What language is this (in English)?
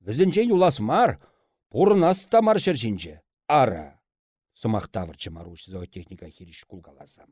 Chuvash